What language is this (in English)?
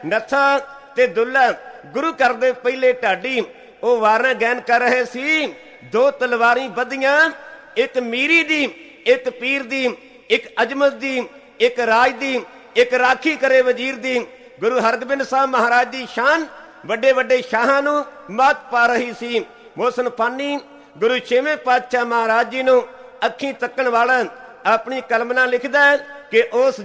Punjabi